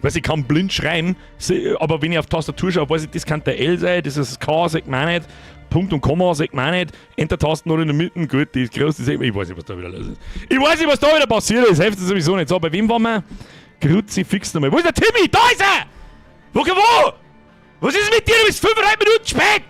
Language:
Bavarian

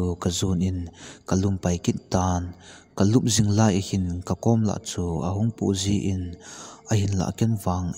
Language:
Thado Chin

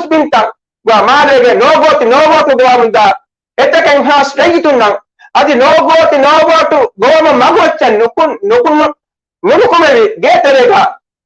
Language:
Divehi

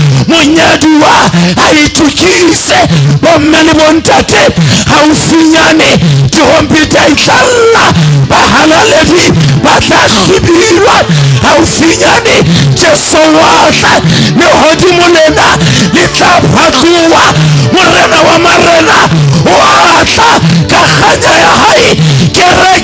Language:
Southern Sotho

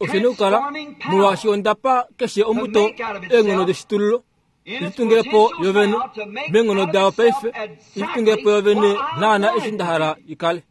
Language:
Kuanyama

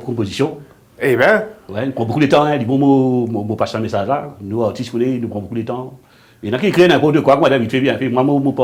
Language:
Morisyen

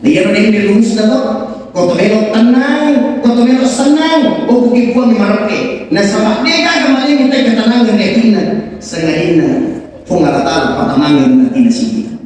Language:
Buginese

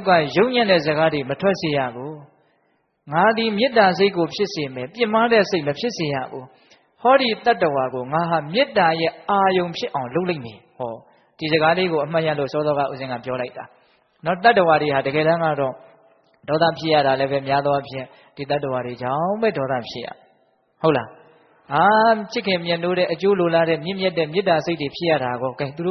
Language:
Burmese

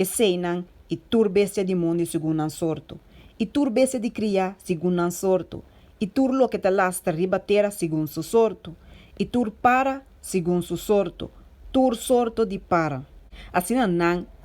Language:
Papiamento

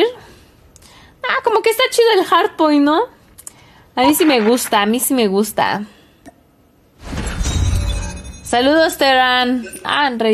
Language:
Spanish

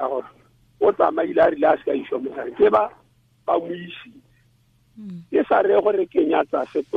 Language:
Tswana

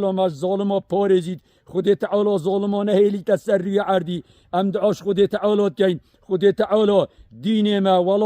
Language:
Kurdish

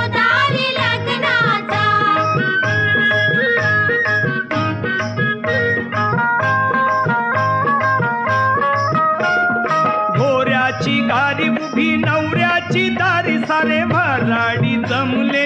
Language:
Marathi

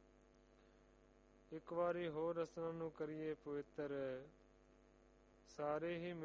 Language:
Punjabi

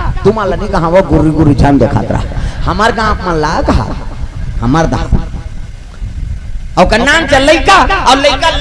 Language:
Chhattisgarhi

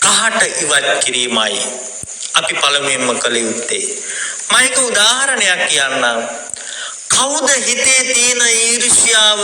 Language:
Sinhala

